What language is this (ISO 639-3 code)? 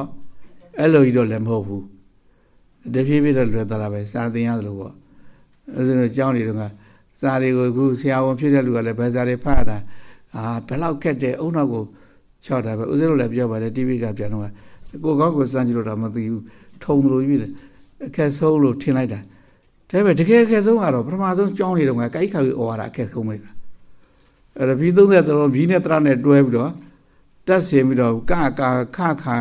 mya